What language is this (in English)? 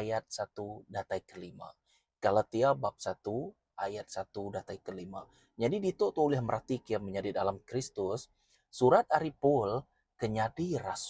Iban